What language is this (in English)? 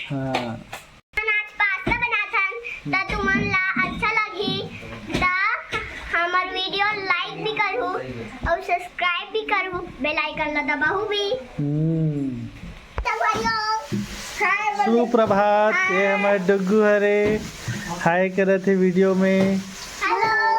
Chhattisgarhi